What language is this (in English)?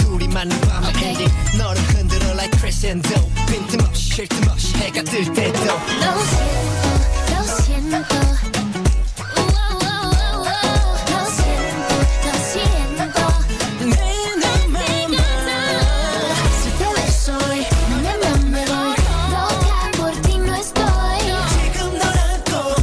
Korean